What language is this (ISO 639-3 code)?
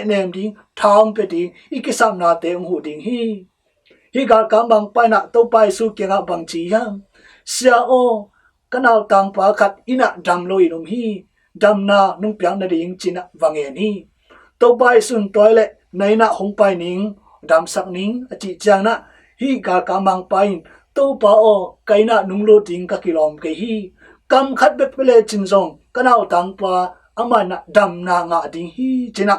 ctd